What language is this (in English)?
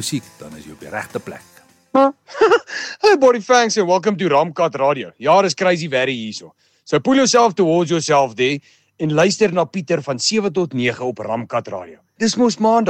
Afrikaans